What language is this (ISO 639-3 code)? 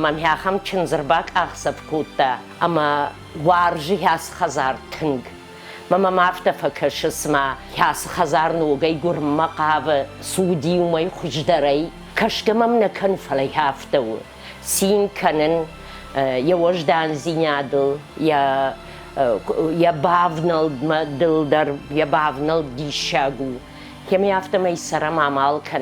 oss